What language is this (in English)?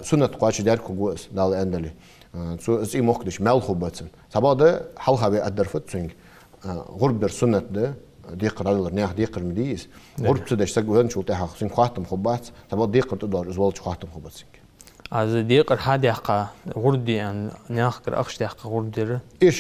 Ingush